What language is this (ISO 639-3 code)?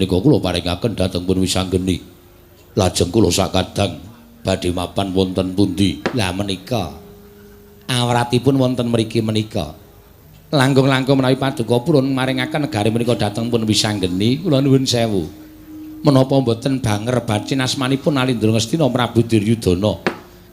jav